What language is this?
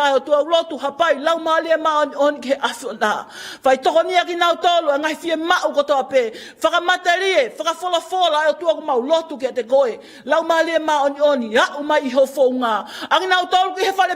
Tongan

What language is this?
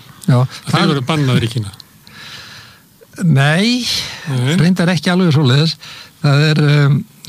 Icelandic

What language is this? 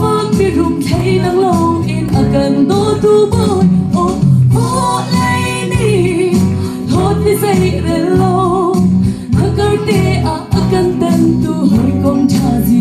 Hakha Chin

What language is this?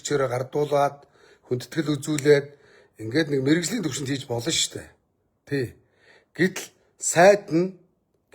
Mongolian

